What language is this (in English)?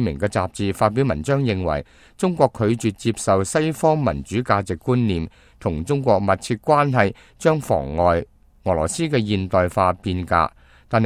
Cantonese